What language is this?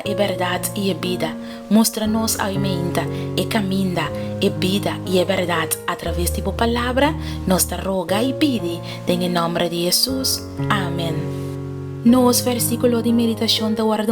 Papiamento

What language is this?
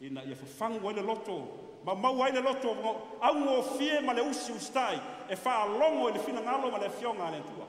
Samoan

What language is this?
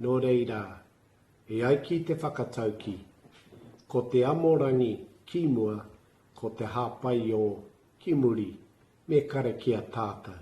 Māori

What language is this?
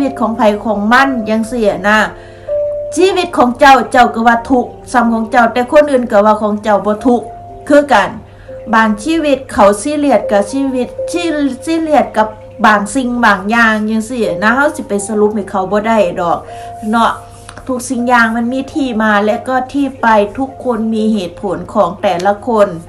Lao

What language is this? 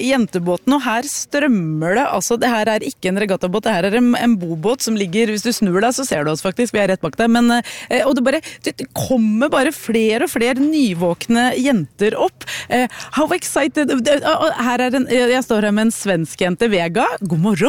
Norwegian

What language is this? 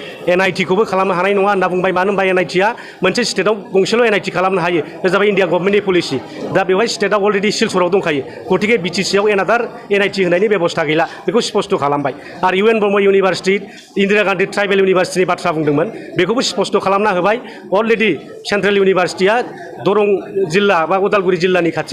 Bodo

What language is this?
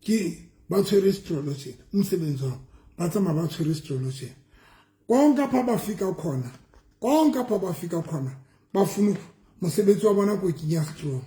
Southern Sotho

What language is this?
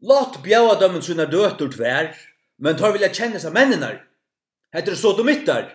Faroese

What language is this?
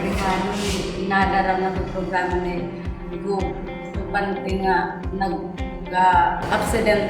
Waray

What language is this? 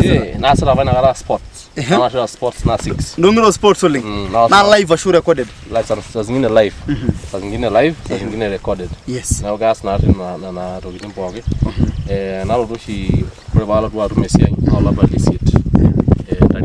Masai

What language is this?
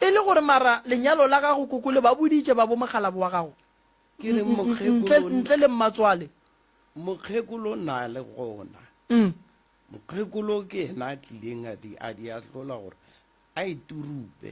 Northern Sotho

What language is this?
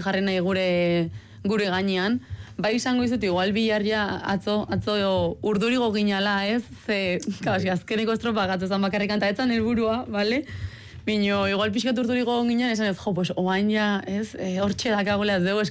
Basque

